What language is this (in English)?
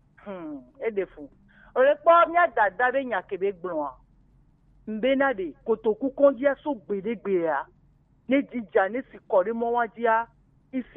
Gen